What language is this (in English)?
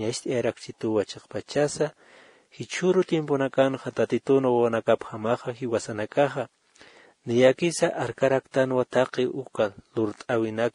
Aymara